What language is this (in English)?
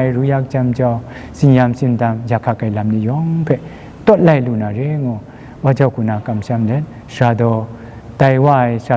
Kachin